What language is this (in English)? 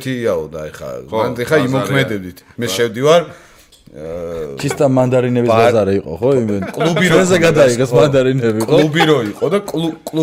Georgian